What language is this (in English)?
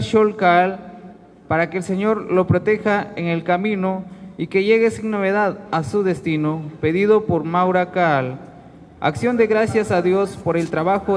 Kekchí